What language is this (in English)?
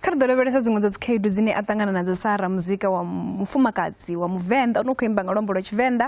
Venda